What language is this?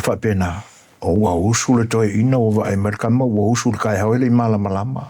Samoan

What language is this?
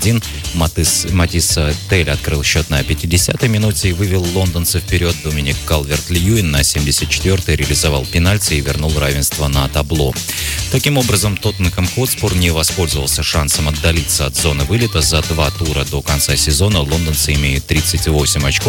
Russian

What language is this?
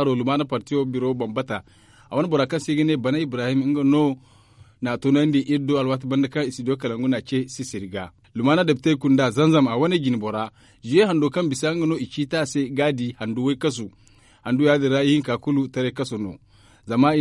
Zarma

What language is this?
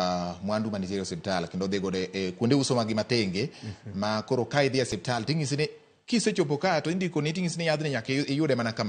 Luo (Kenya and Tanzania)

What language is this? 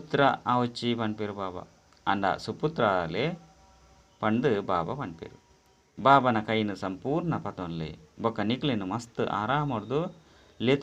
Tulu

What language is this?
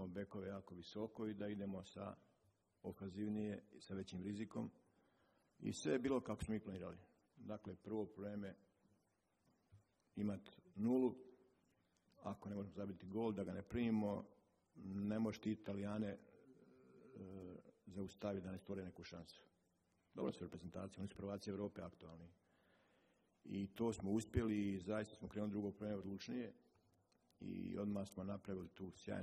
Croatian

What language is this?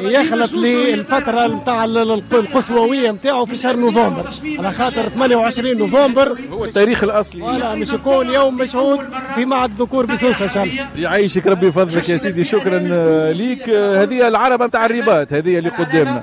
Tunisian Arabic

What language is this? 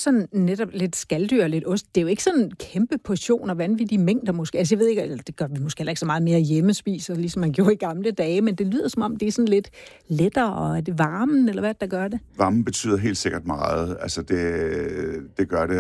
Danish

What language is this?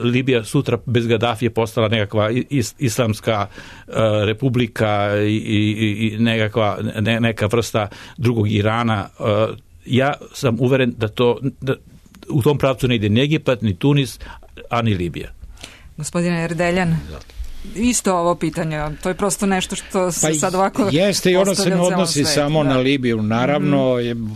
Serbian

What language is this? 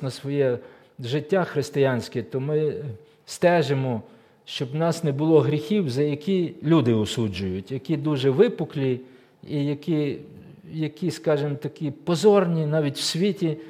Ukrainian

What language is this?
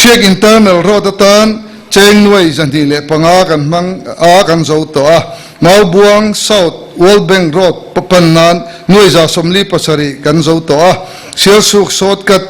Mizo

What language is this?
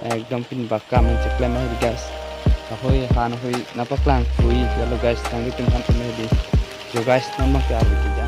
Karbi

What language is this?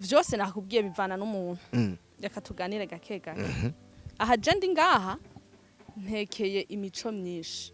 Rundi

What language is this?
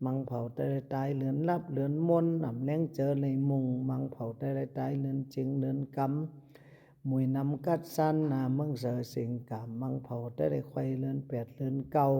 Shan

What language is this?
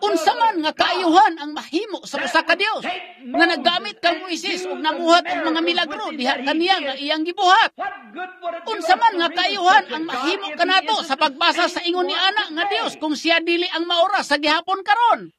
Cebuano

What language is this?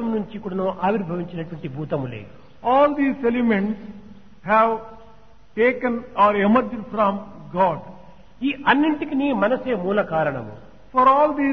Telugu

